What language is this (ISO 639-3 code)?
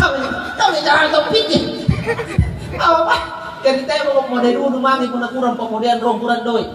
mak